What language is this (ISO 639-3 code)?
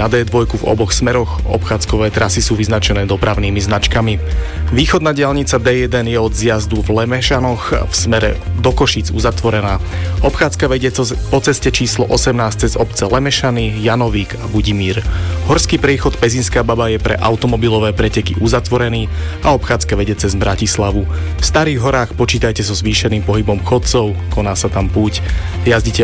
slk